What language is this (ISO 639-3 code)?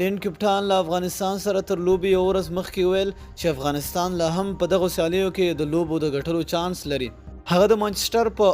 pus